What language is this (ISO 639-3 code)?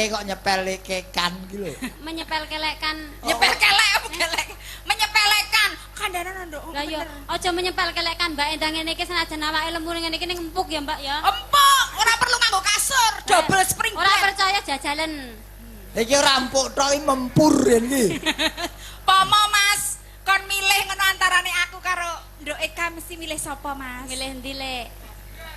jav